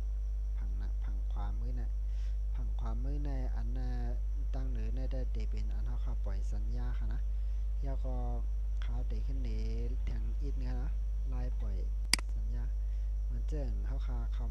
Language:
Shan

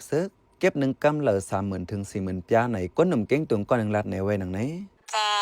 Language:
Shan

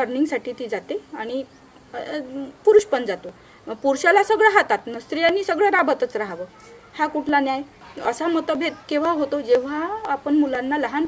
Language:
Marathi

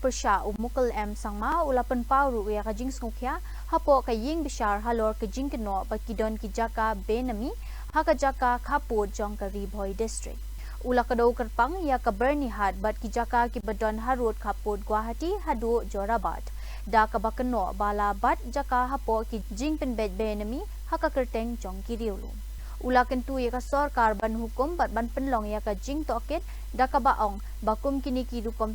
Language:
Khasi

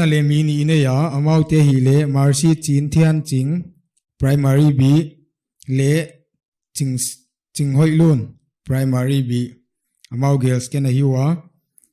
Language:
Paite Chin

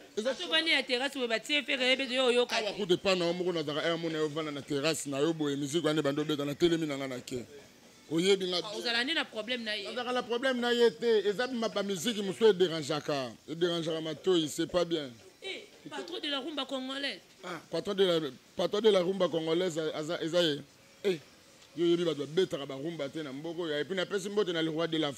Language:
Lingala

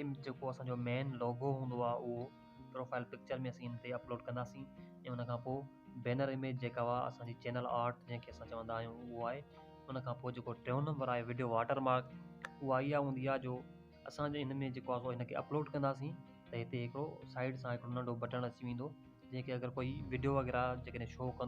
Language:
Sindhi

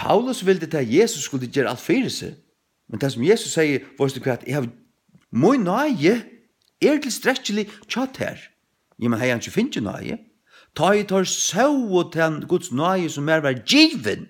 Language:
Faroese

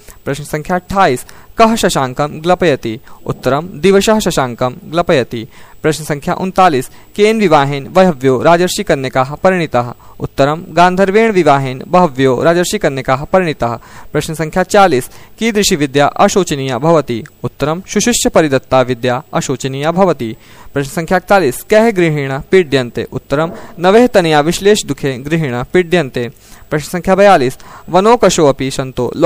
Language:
Sanskrit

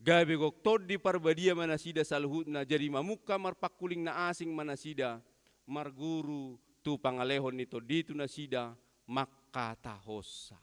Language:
Batak Toba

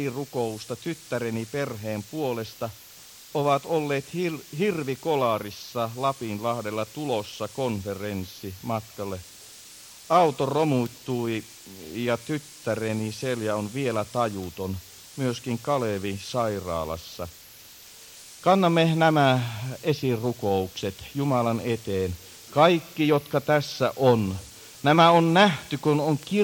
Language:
Finnish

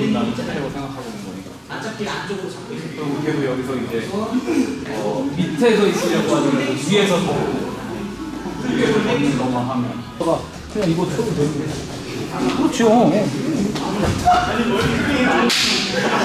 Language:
Korean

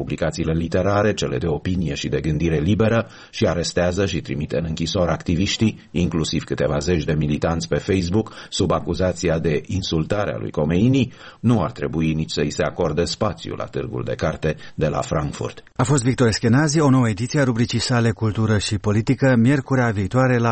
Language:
Romanian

